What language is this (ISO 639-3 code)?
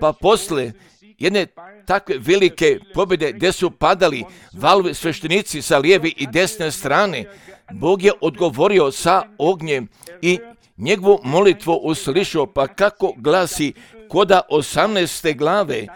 hrv